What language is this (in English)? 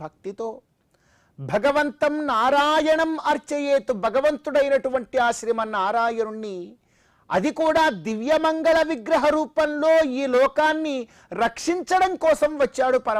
Telugu